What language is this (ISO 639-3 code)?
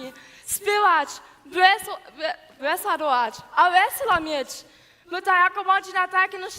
hsb